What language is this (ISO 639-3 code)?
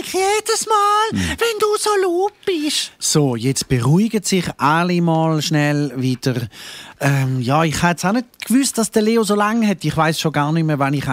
gsw